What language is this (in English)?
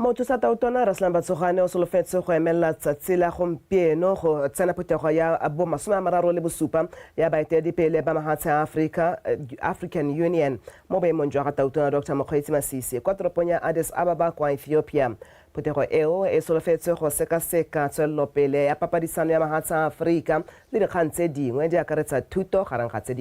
Tswana